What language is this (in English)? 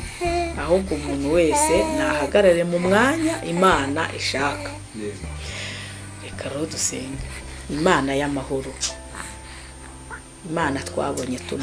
Kinyarwanda